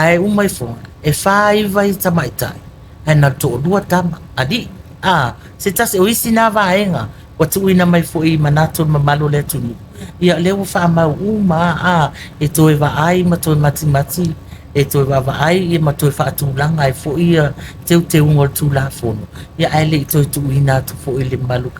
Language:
Samoan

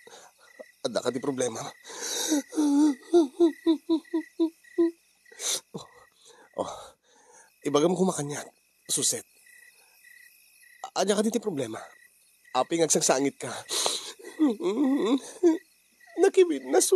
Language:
Iloko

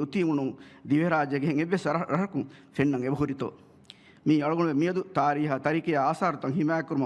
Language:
Divehi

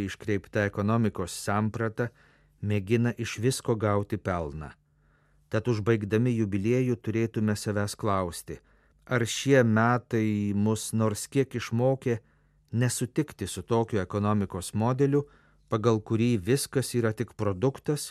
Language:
Lithuanian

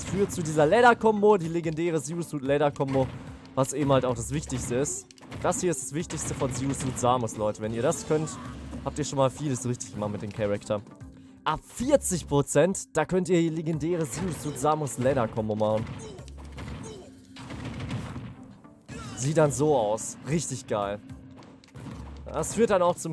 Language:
German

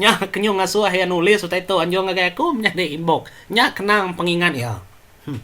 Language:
Iban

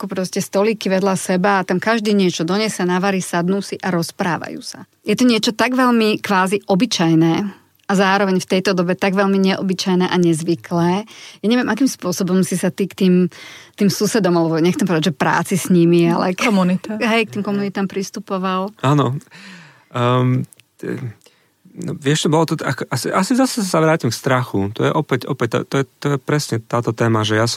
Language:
Slovak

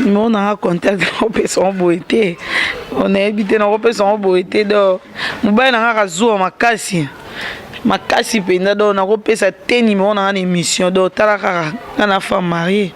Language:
Lingala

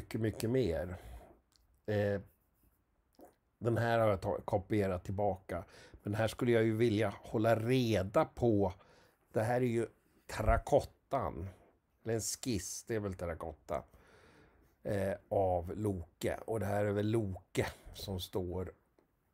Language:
Swedish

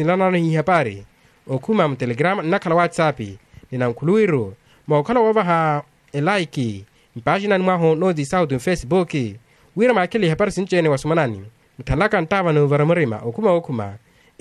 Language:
Makhuwa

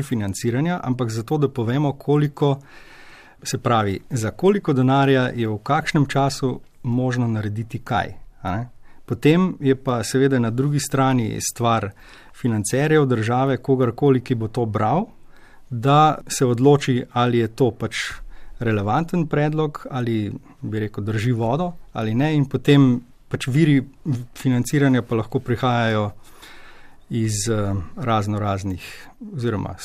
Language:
Slovenian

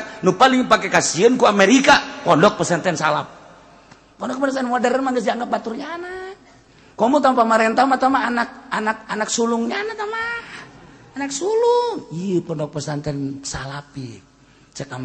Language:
Sundanese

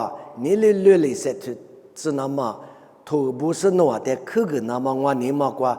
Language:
Lisu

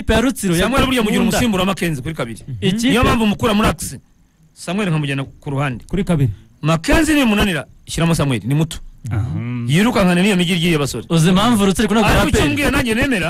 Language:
Kinyarwanda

